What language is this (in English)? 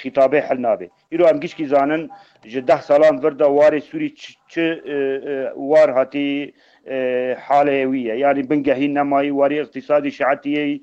Kurdish